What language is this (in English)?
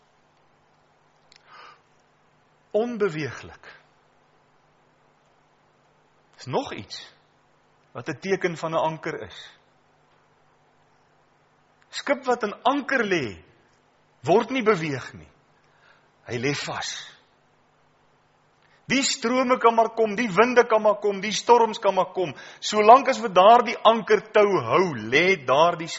Afrikaans